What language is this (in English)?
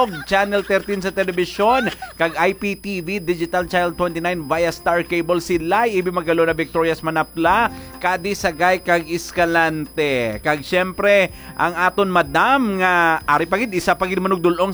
Hiligaynon